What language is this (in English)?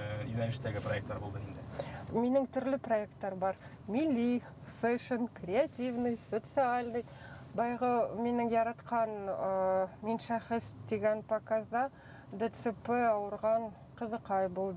Bashkir